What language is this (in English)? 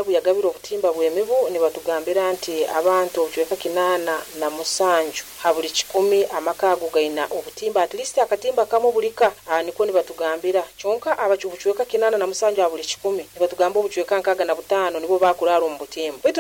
Nyoro